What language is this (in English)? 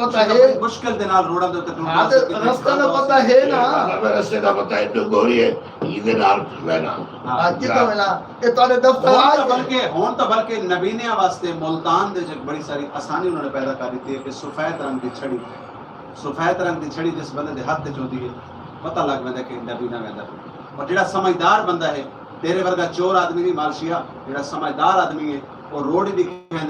Saraiki